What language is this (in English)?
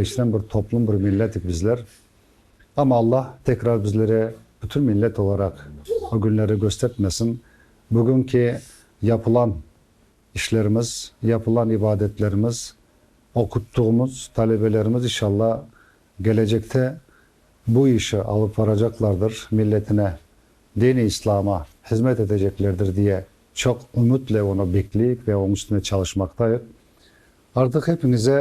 Crimean Tatar